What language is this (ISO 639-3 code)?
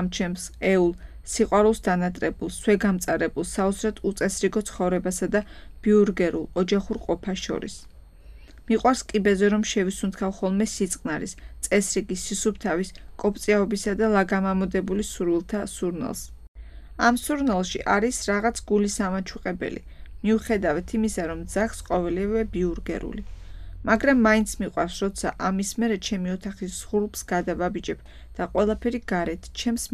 kat